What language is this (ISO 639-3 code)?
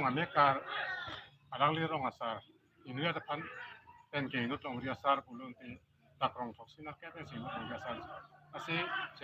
mjw